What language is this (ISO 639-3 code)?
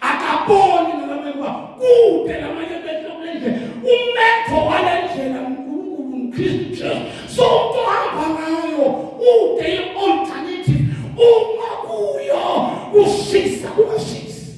zul